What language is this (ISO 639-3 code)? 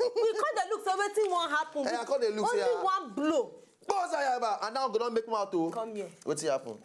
pcm